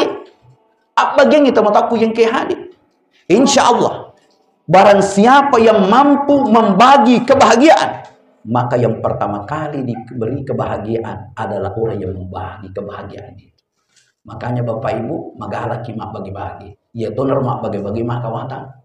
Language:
Buginese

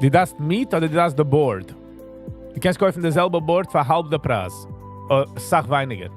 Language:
Yiddish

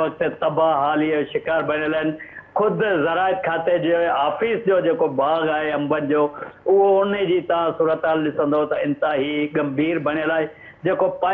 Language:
Sindhi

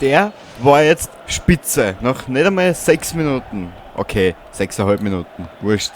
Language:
Bavarian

